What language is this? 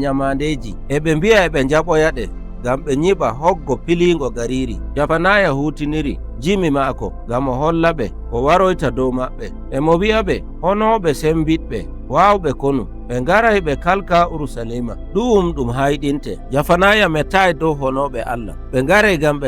Nigerian Fulfulde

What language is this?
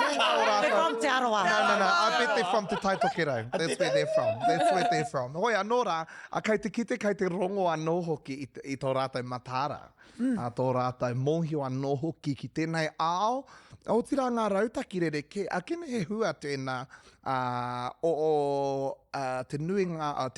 Māori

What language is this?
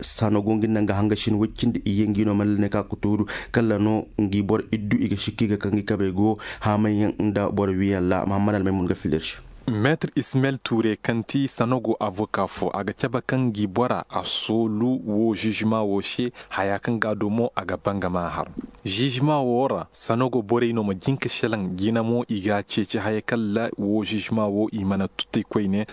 Koyraboro Senni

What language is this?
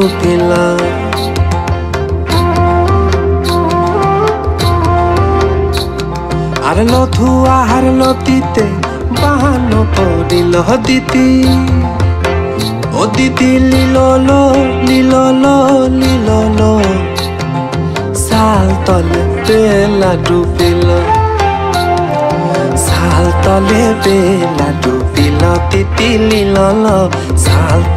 Bangla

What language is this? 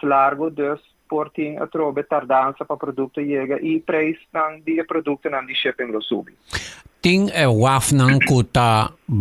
Papiamento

